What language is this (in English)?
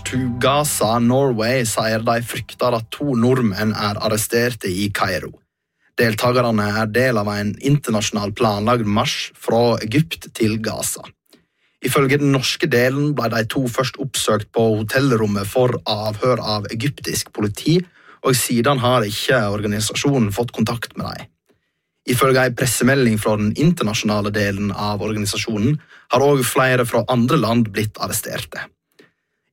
Norwegian